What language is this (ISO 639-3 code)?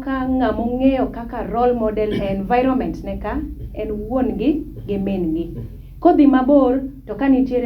luo